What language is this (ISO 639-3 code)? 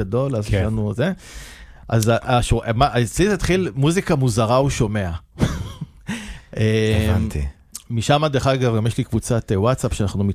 heb